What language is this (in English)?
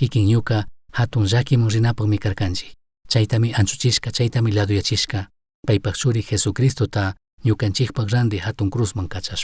Chimborazo Highland Quichua